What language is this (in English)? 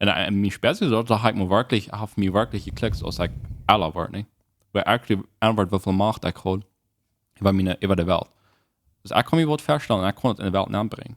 Plautdietsch